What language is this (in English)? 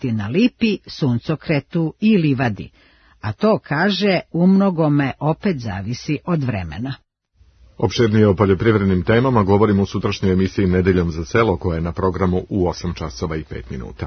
Serbian